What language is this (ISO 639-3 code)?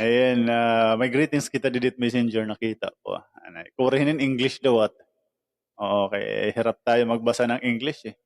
war